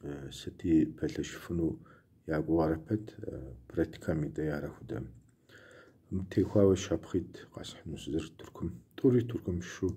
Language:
Kabardian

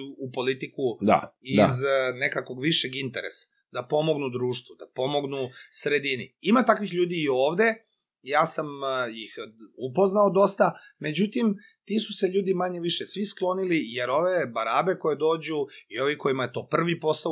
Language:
Serbian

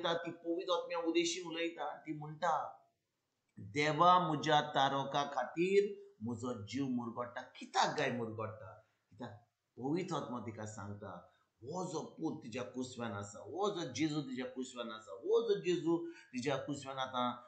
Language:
Konkani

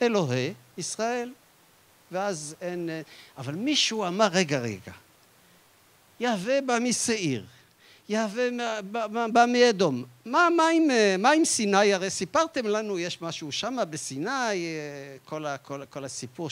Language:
Hebrew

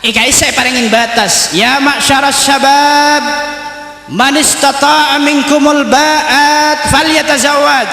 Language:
Madurese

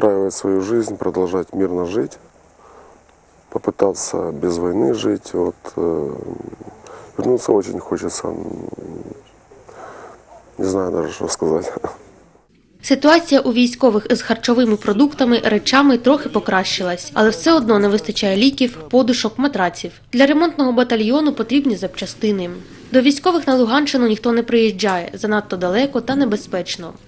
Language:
Ukrainian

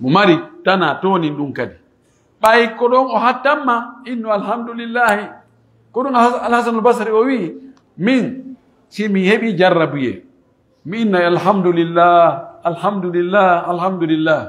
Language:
Pular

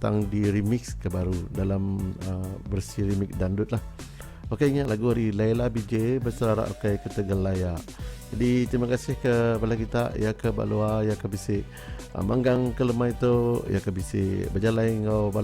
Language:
Iban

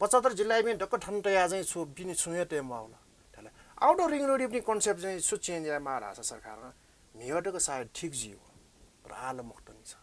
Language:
Newari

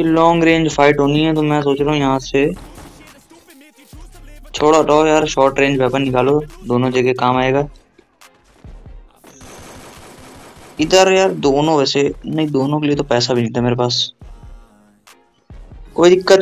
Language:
Hindi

